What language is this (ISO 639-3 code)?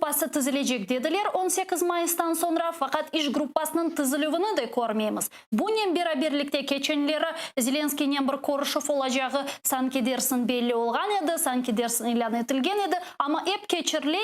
crh